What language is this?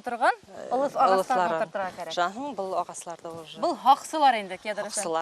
Bashkir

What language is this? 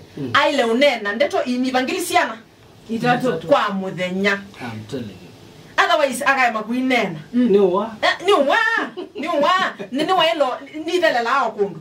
Kamba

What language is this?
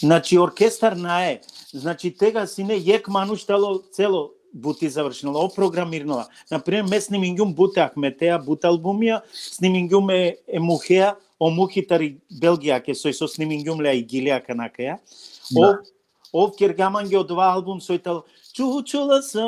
Balkan Romani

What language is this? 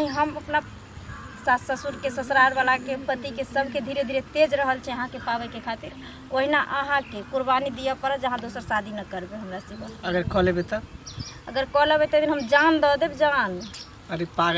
Maithili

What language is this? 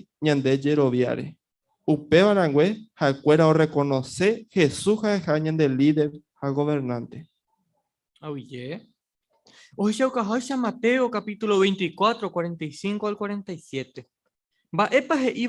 Guarani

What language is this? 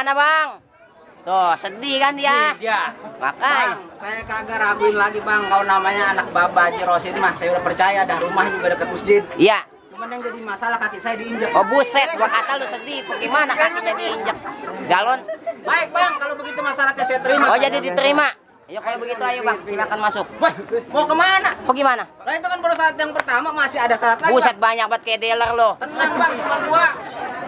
Betawi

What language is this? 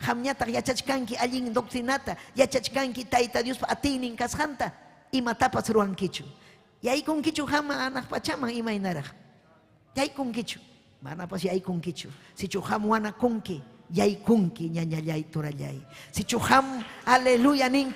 Ayacucho Quechua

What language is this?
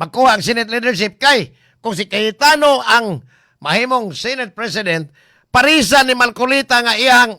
Cebuano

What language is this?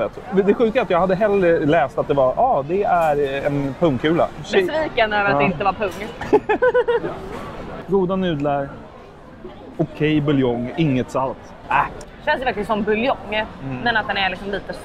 Swedish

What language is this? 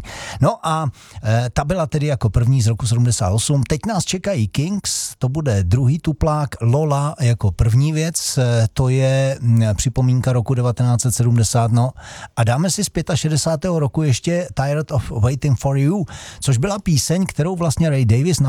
Czech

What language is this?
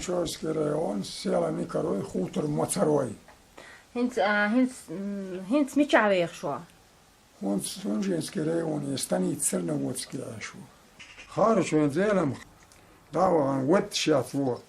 Chechen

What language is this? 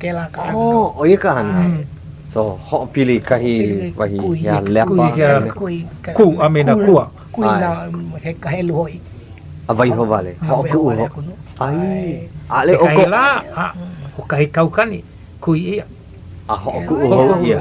Hawaiian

